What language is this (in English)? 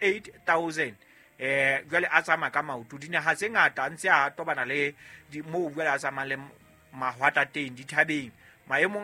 Southern Sotho